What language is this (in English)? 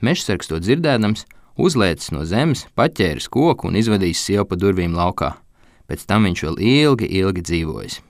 Latvian